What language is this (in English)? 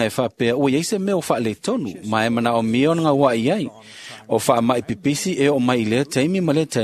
Samoan